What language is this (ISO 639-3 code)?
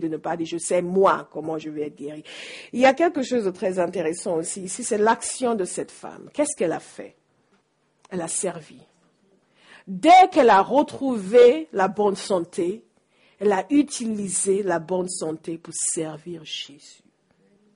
fra